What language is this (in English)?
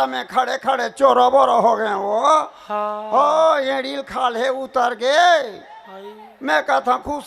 Chhattisgarhi